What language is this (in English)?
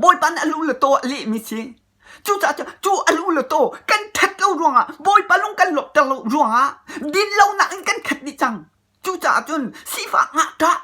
Hakha Chin